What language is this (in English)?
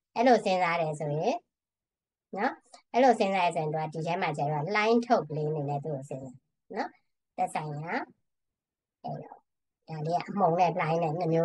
Burmese